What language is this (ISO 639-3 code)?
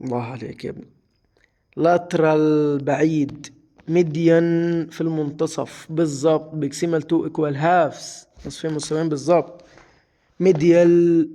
arz